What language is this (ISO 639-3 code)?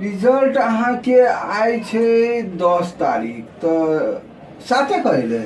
mai